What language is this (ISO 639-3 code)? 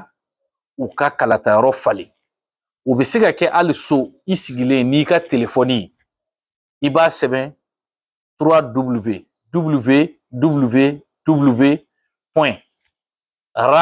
bam